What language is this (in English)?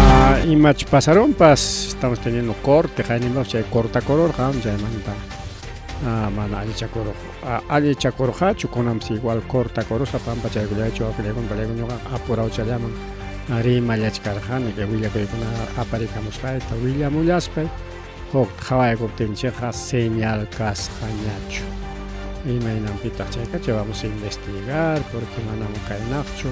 Ayacucho Quechua